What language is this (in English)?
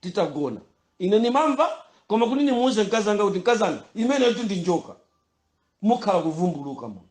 Nyanja